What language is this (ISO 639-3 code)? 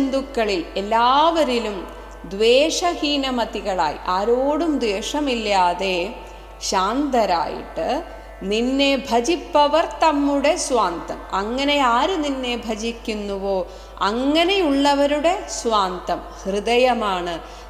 mal